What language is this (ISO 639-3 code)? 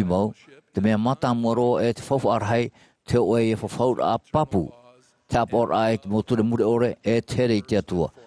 tah